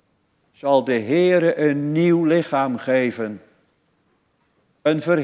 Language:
Dutch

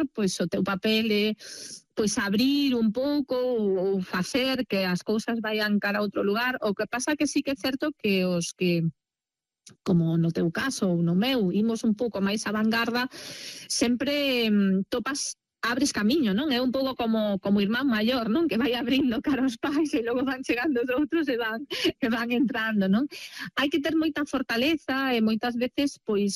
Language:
Galician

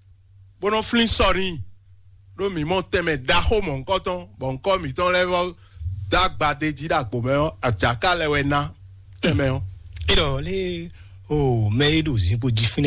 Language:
Fon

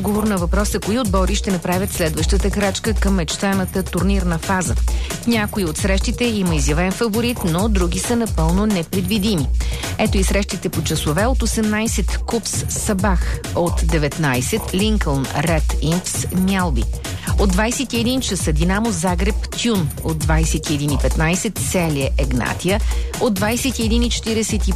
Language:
Bulgarian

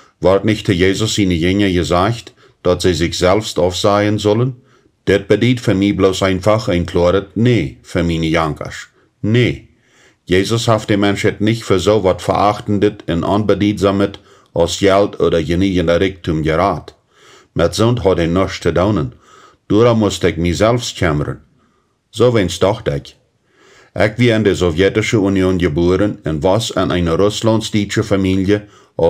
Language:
Plautdietsch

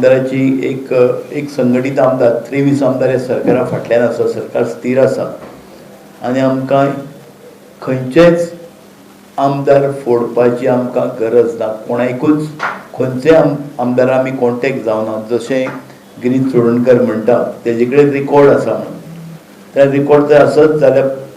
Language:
Konkani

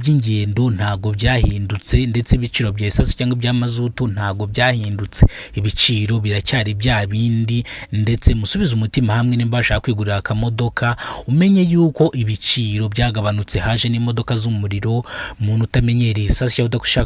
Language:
Kinyarwanda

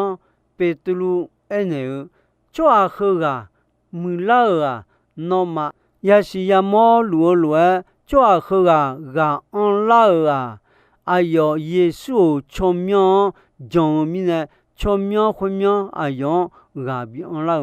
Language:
Akha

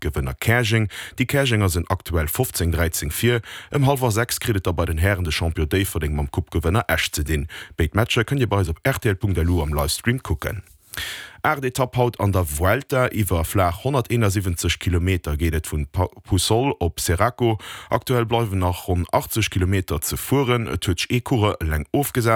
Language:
Luxembourgish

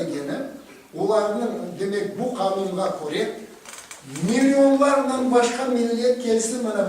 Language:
Crimean Tatar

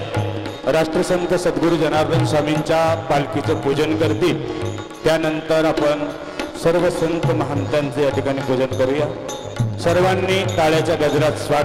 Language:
Marathi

